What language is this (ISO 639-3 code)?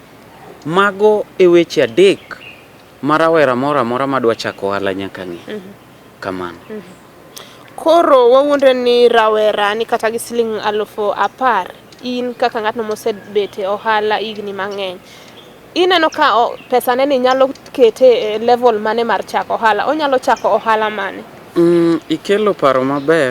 luo